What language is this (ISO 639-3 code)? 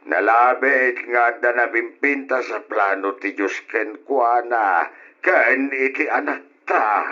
ilo